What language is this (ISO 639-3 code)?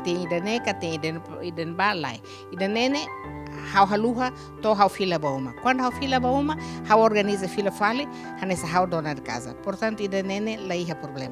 tet